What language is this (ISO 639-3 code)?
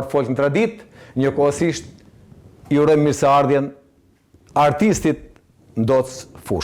sqi